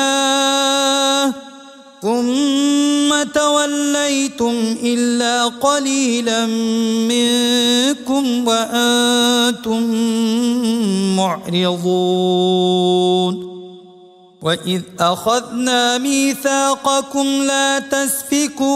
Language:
Arabic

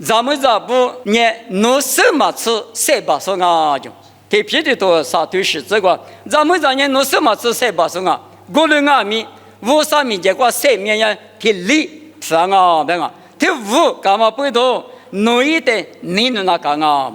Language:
Lisu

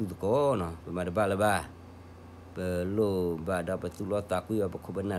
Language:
S'gaw Karen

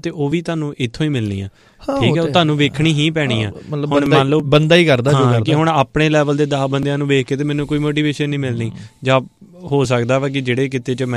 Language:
Punjabi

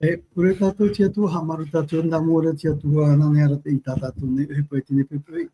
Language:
Tahitian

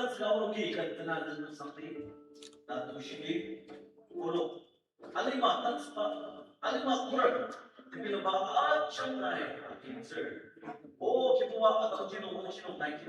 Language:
Ao Naga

